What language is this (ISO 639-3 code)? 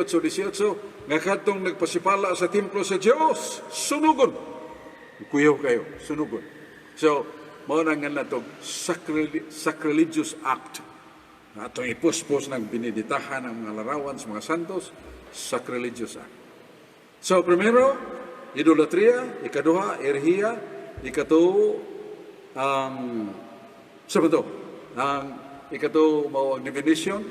ceb